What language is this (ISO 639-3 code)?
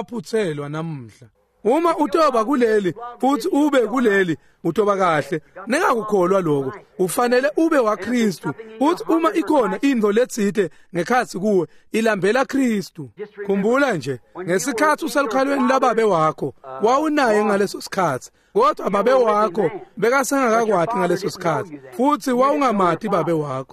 ssw